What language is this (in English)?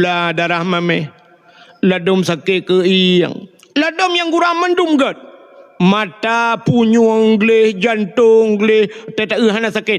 Achinese